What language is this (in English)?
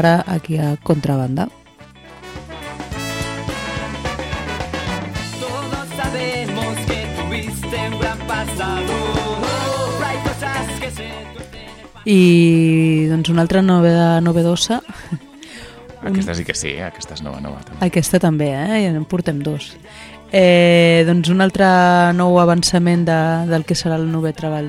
Catalan